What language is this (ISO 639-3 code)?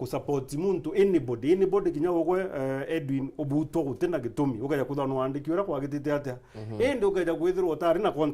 mer